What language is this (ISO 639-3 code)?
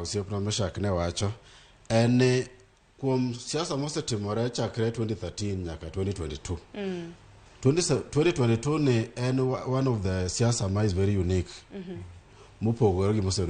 luo